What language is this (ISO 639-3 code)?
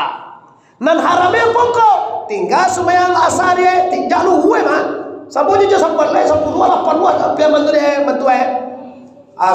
min